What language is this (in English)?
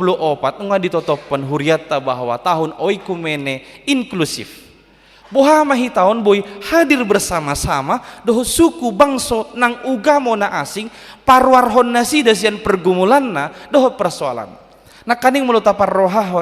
Batak Toba